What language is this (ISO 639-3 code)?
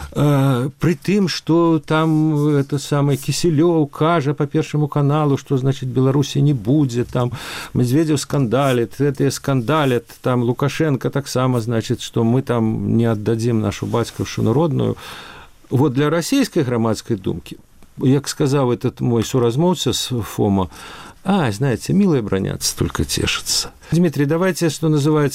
bel